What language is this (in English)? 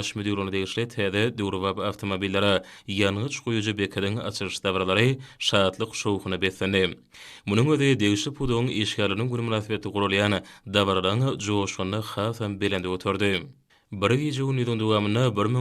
Turkmen